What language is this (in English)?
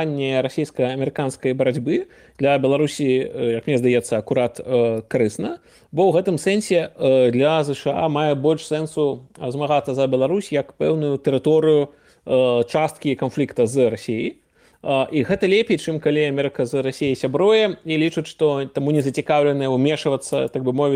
Belarusian